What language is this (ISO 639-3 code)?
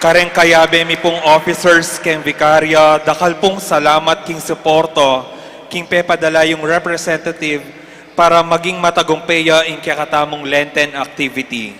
pam